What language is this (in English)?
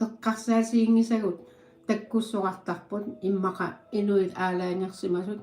Kalaallisut